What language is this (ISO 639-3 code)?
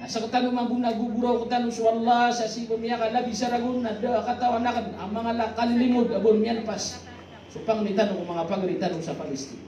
mrw